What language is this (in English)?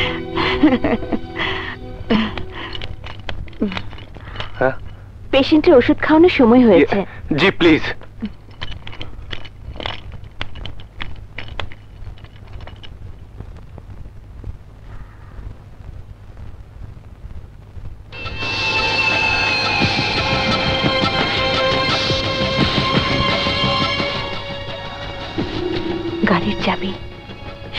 Bangla